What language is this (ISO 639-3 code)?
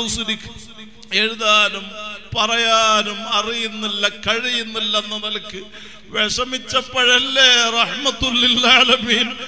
mal